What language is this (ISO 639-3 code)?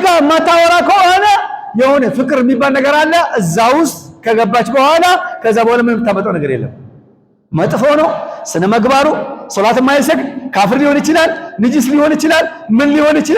amh